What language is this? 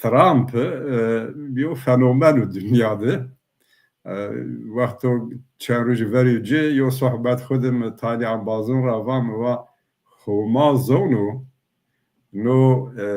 Zaza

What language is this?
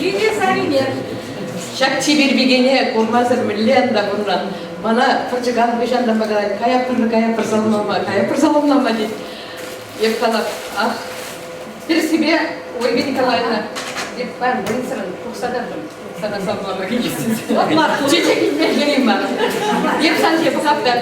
Chuvash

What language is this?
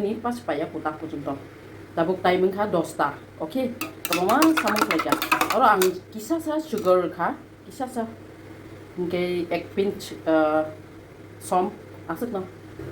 Kok Borok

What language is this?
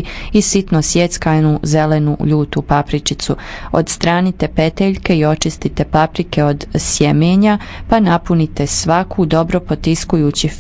Croatian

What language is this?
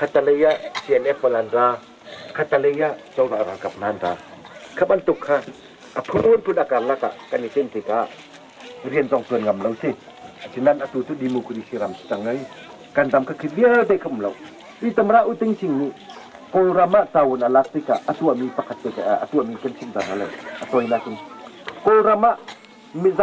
Hakha Chin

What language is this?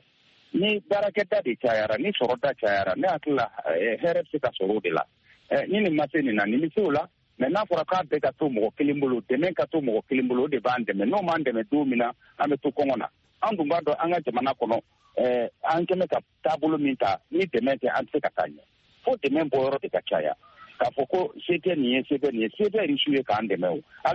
Bambara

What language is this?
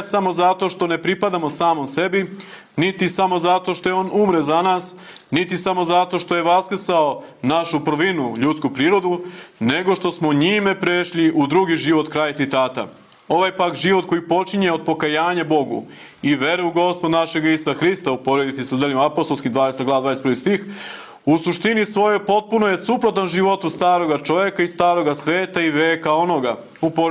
Serbian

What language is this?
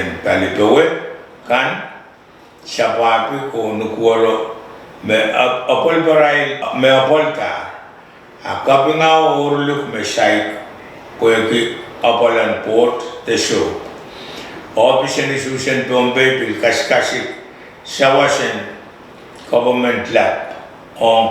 Pohnpeian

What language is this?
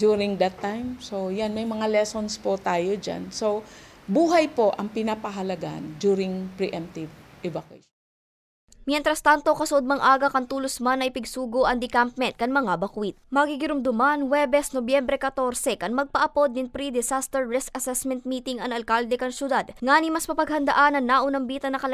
Bikol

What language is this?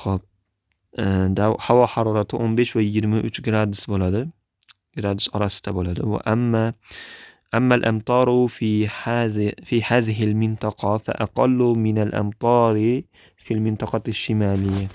Uzbek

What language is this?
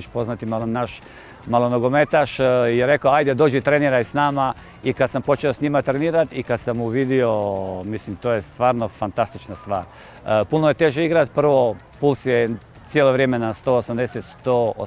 Croatian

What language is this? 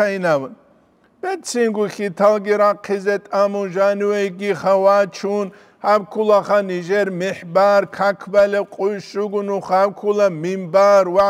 Avaric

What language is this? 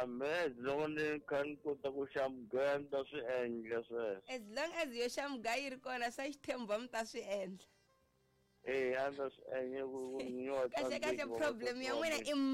Tsonga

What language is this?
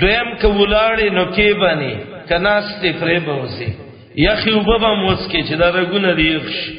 Pashto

